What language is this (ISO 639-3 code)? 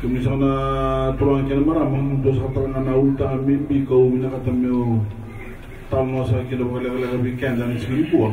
fij